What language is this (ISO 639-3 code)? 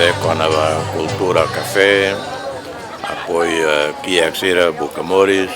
tet